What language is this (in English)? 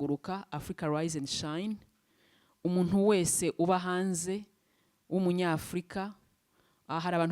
Kinyarwanda